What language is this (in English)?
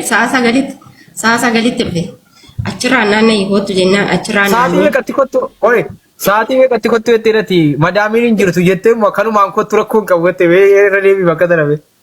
Oromo